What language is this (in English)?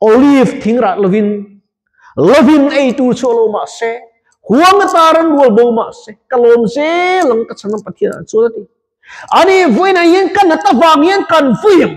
Mizo